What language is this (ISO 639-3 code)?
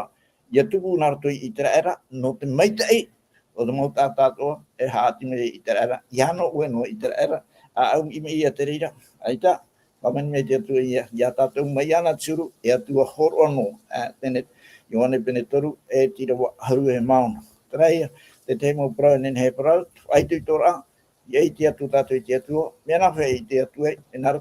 tah